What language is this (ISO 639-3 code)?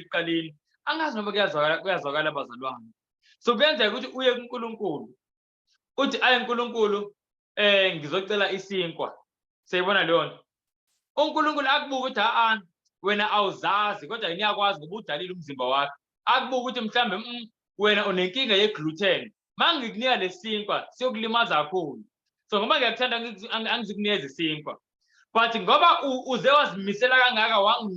zul